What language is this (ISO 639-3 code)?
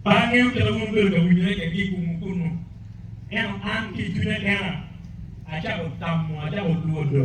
ach